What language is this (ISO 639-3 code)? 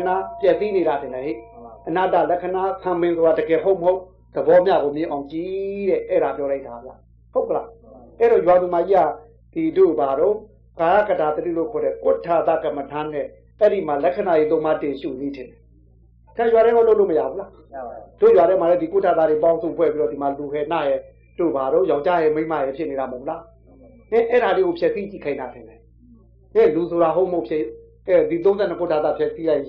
mya